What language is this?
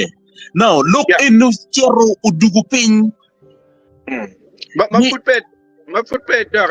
Acoli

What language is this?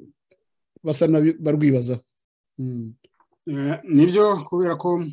Kinyarwanda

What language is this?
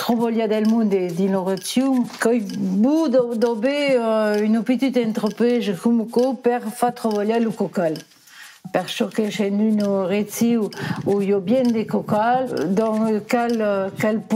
Occitan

